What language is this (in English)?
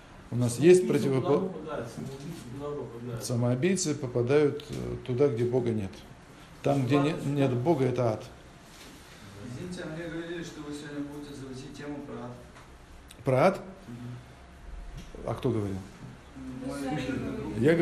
Russian